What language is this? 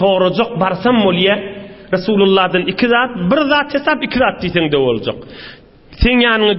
Turkmen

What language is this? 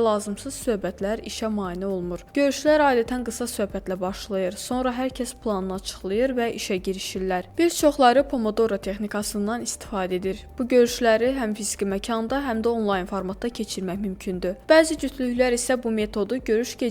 Azerbaijani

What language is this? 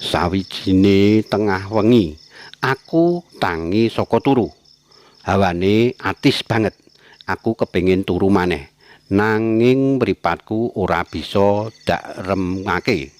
Javanese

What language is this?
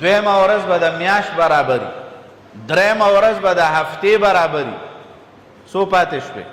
Pashto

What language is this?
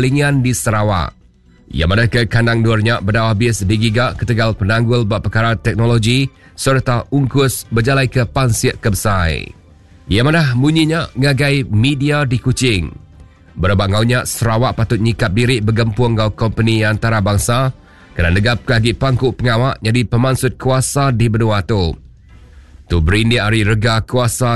Iban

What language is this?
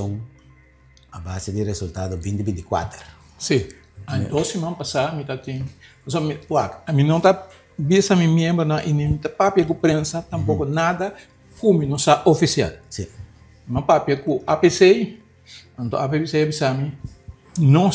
Papiamento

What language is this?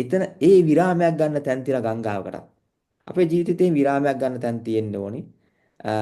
Sinhala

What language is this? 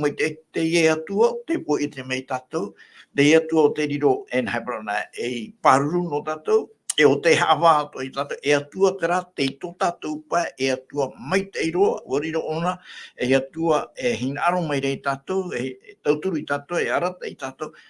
Tahitian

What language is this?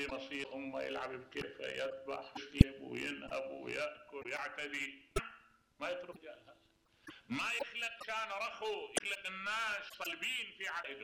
Mesopotamian Arabic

